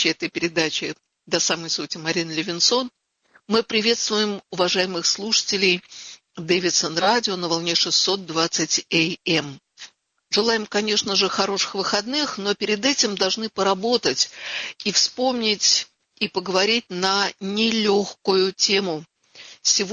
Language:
Russian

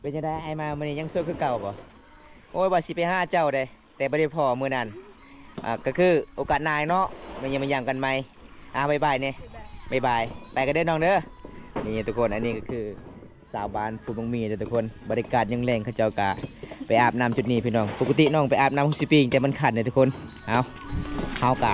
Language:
Lao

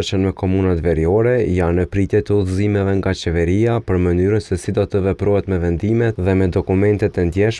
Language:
Albanian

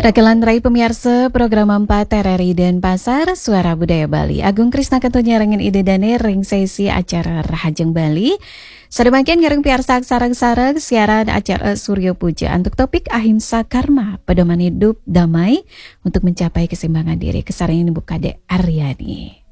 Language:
Balinese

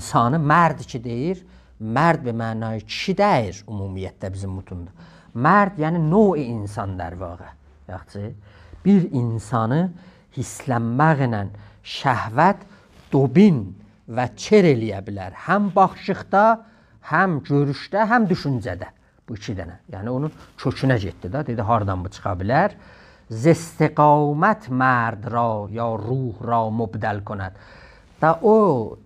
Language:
South Azerbaijani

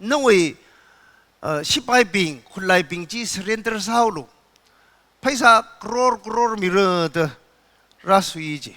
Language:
Tangkhul Naga (India)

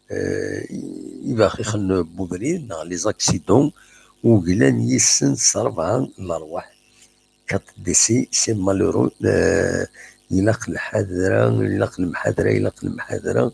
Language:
Kabyle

